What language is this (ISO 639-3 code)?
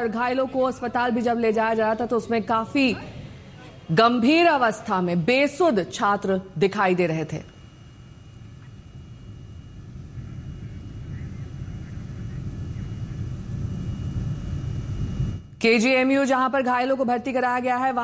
hin